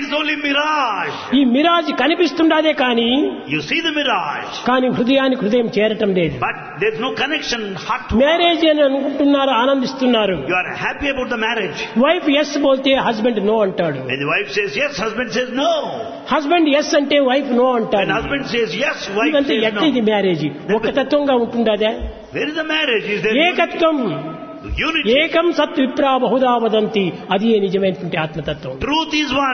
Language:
Telugu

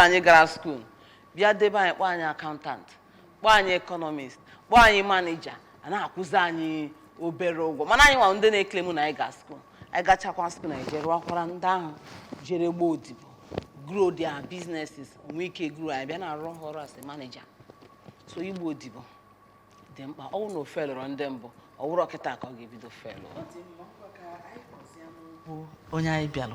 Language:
Igbo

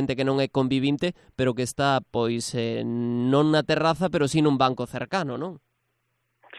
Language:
Galician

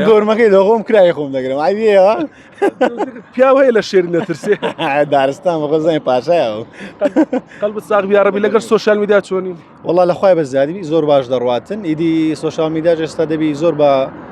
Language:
Central Kurdish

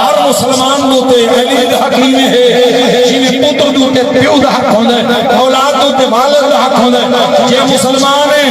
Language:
Saraiki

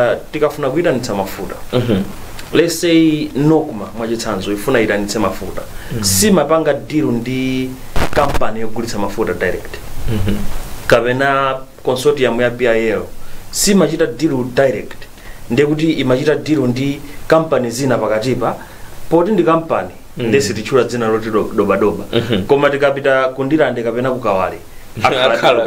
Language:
Nyanja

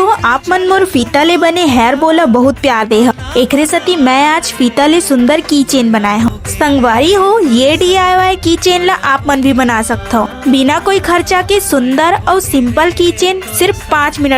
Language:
Chhattisgarhi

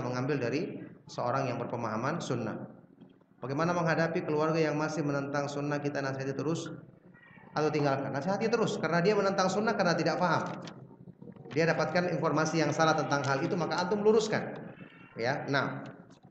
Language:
Indonesian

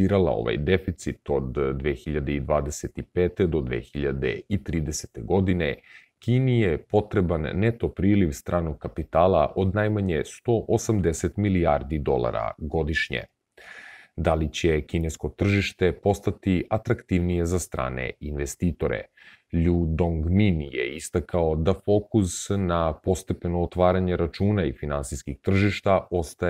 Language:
Serbian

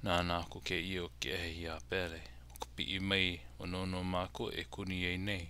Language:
Hawaiian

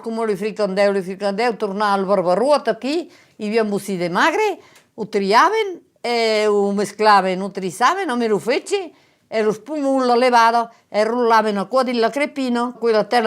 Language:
Occitan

